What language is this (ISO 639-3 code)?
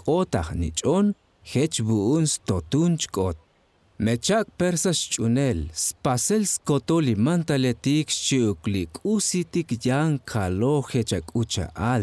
tzo